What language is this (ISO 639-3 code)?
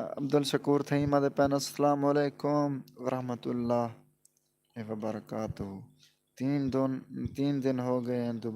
skr